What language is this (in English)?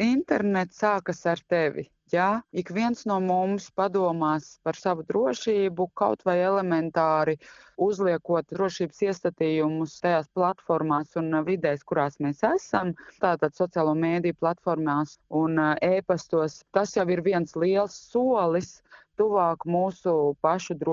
Latvian